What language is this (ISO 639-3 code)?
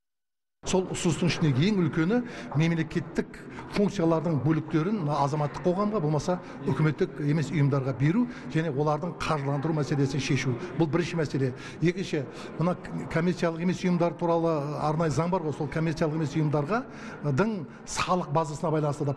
kaz